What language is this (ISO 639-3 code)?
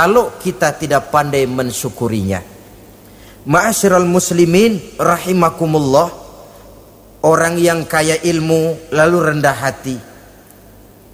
ind